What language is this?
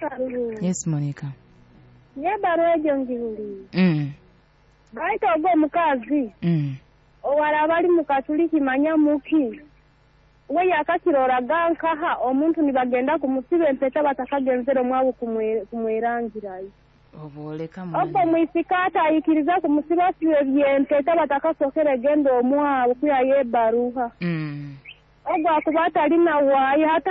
Nyoro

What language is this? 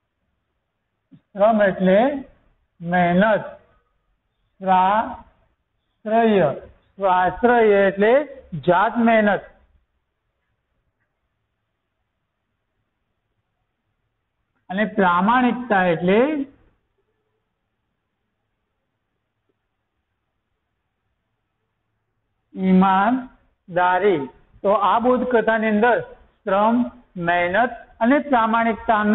Gujarati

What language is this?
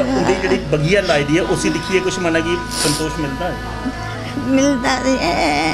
Dogri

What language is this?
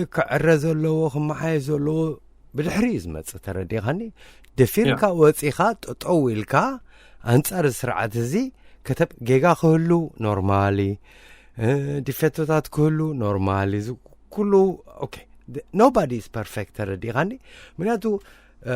Tigrinya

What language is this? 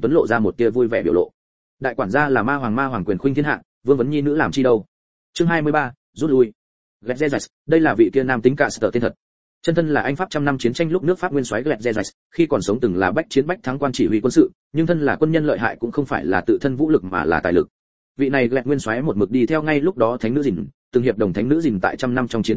Vietnamese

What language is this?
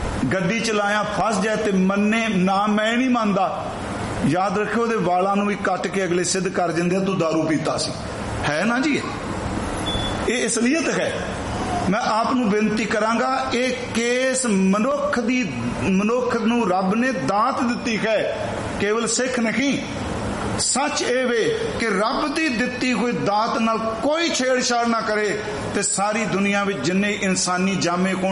Punjabi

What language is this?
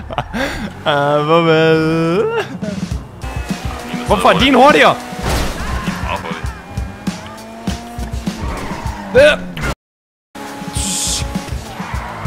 Danish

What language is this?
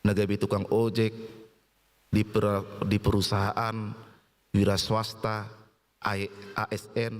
Batak Toba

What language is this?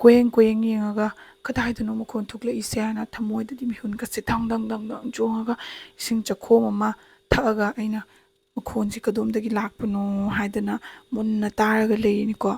Manipuri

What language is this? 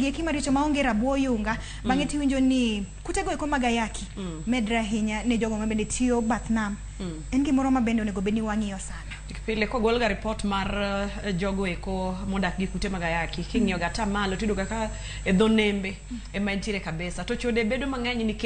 Luo (Kenya and Tanzania)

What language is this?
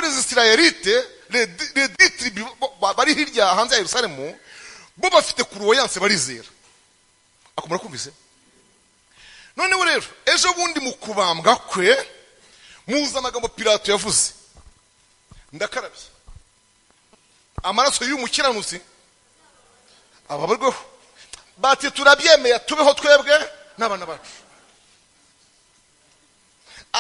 Kinyarwanda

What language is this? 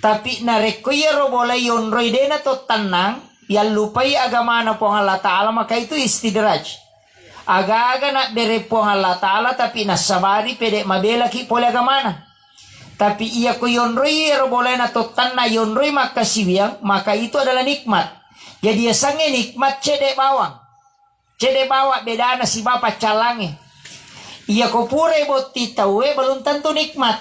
Buginese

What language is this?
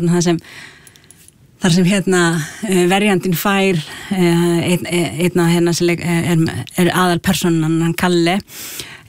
Icelandic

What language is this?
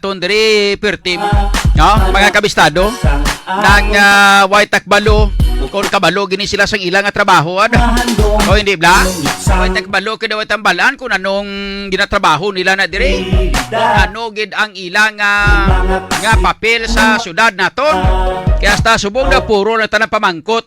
Hiligaynon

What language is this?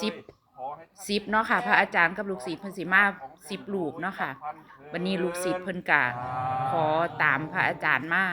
Northeastern Thai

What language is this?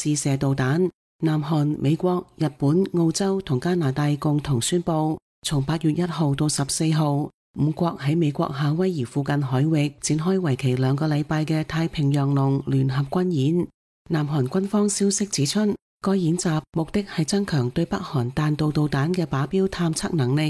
Cantonese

